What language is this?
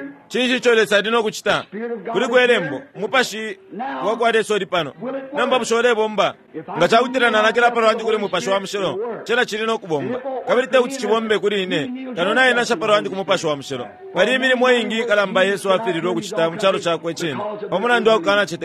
Bemba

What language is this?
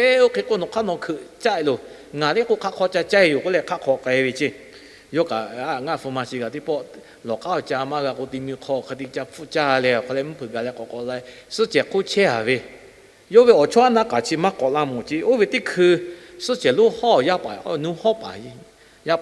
Lahu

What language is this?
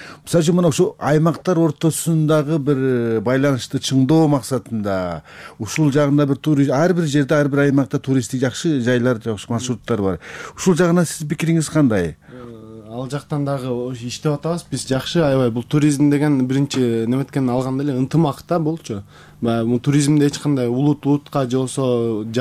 Kyrgyz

